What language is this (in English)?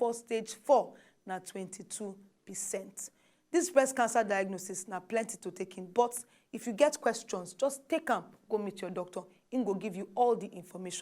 Nigerian Pidgin